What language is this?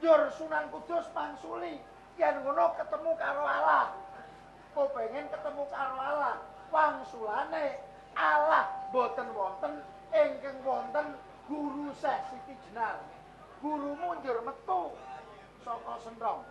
Javanese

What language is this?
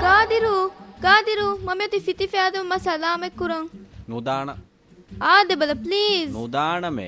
Divehi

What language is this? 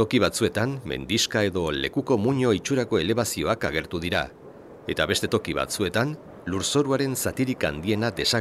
Basque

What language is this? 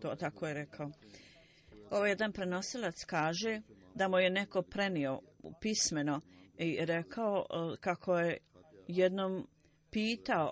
Bosnian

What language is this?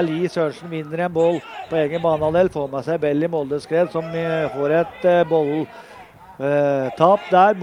Norwegian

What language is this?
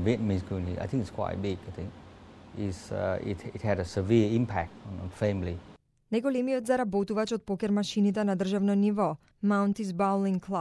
Macedonian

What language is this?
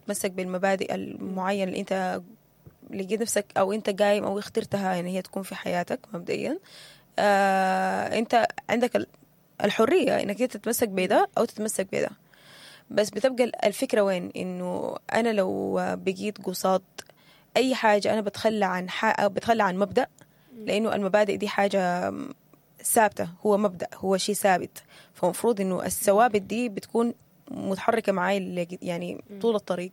Sudanese Arabic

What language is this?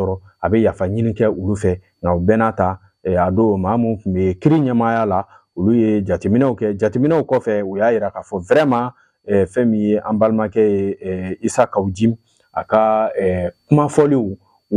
Bambara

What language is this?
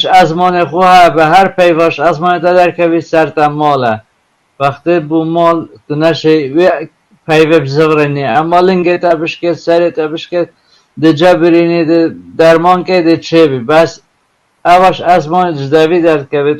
Kurdish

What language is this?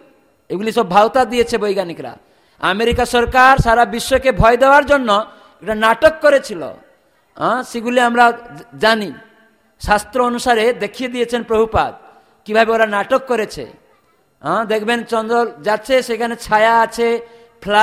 Bangla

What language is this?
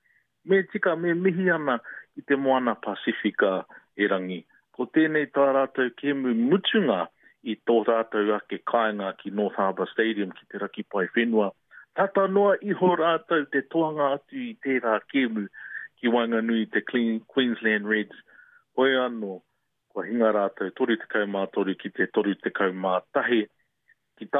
Māori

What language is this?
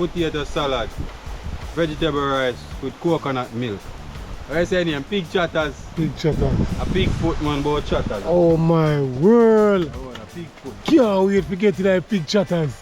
Jamaican Creole English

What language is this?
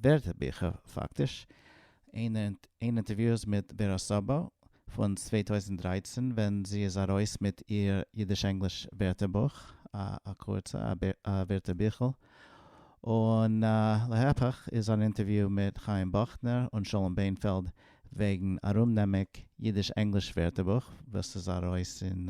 Yiddish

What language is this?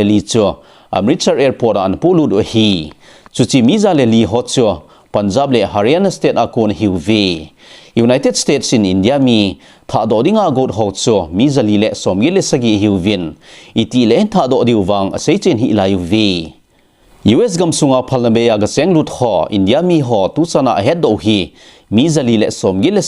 Thado Chin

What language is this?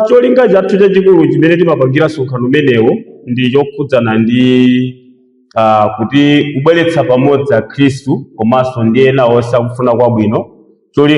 Nyanja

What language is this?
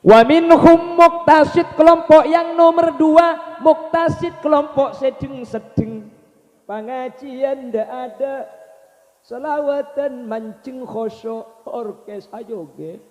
Madurese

